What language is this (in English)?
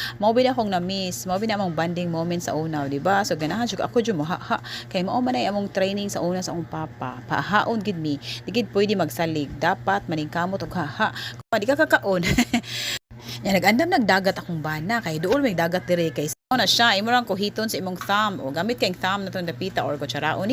Cebuano